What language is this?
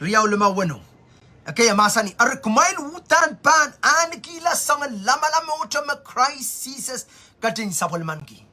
Pohnpeian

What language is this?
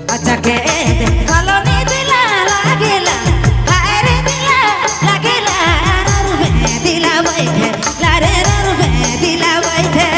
Sadri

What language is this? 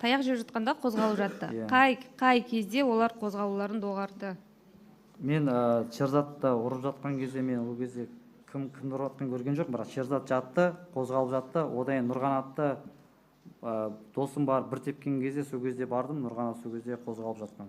Kazakh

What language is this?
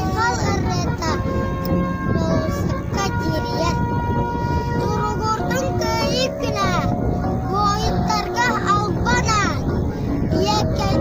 Yakut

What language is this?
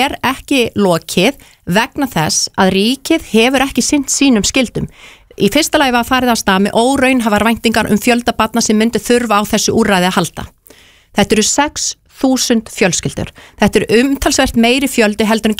Icelandic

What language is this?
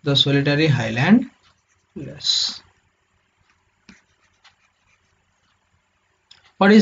Odia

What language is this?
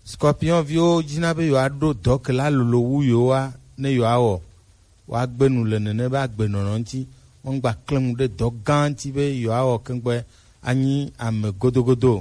Gen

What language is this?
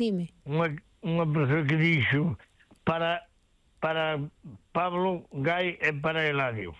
Galician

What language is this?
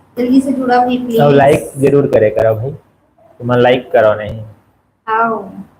Chhattisgarhi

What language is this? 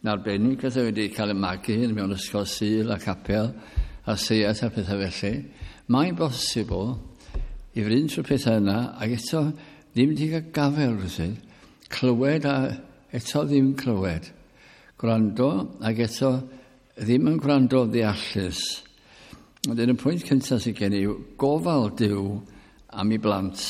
Welsh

